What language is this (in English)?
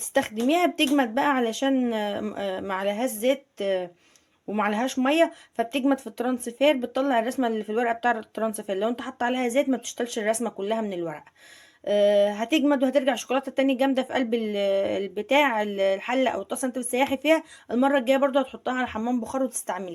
Egyptian Arabic